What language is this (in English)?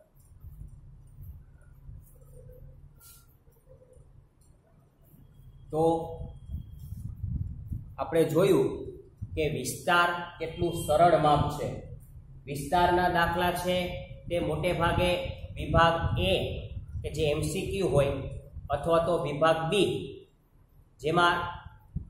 Gujarati